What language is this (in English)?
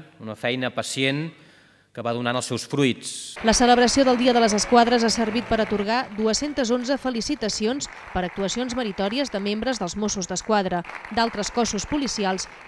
Catalan